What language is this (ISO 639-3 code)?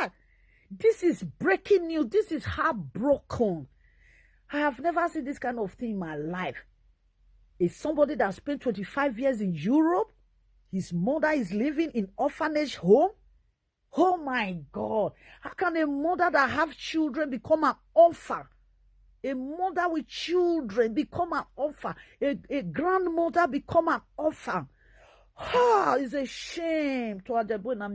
pcm